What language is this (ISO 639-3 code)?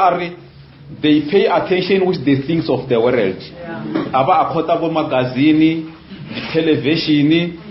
nso